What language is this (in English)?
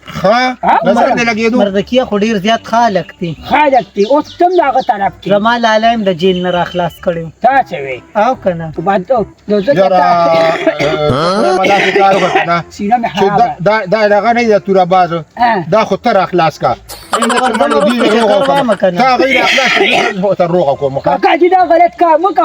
Pashto